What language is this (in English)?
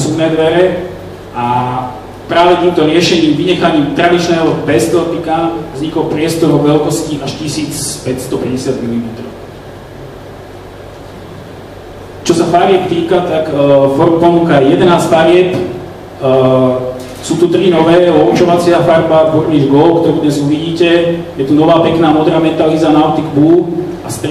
Slovak